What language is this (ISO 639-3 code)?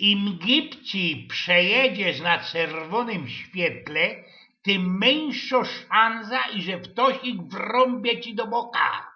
szl